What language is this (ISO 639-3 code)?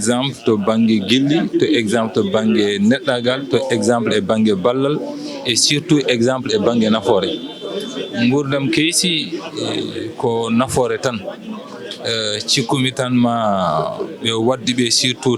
ful